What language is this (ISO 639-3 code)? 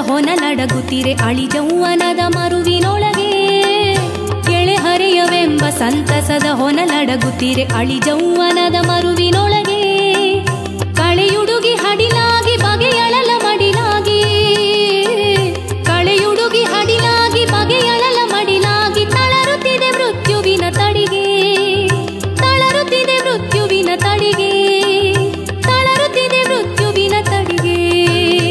kan